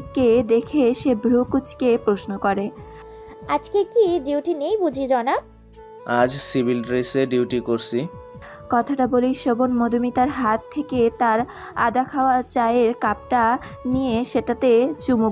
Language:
Bangla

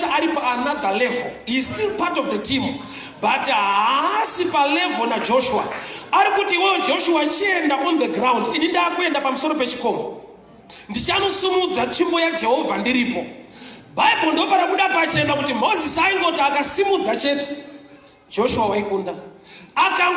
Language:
Shona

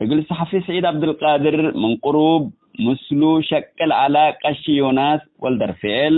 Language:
Tigre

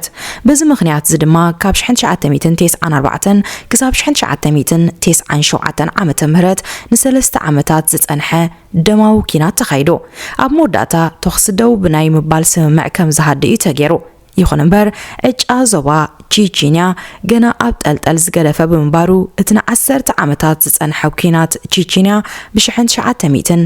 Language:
Tigrinya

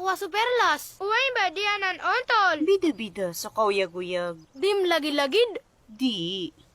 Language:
Maranao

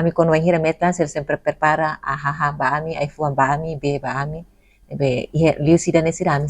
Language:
Tetum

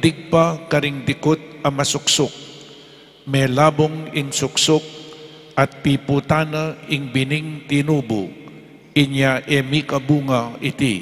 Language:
Pampanga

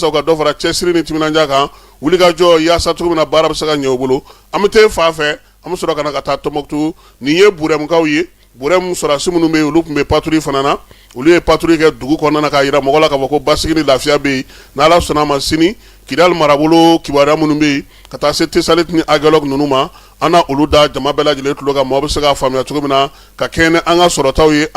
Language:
Bambara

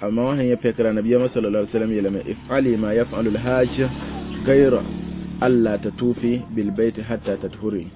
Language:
Mossi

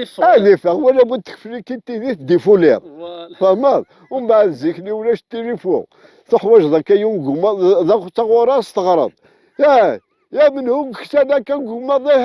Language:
Kabyle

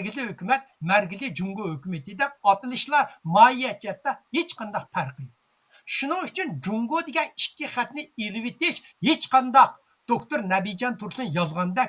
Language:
Uyghur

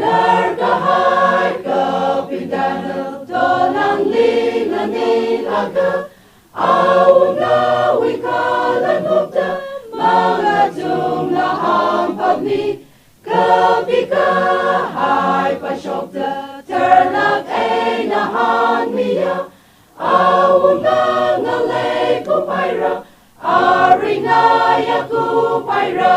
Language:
Tangkhul Naga (India)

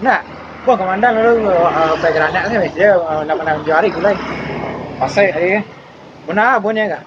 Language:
Minangkabau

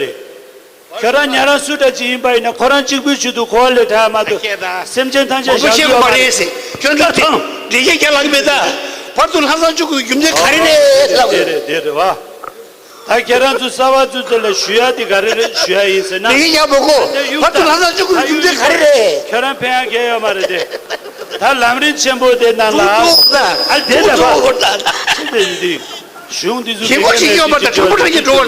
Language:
Tibetan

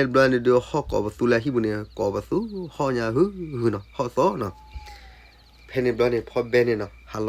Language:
S'gaw Karen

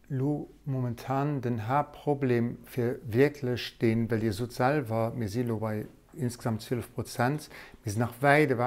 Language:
Luxembourgish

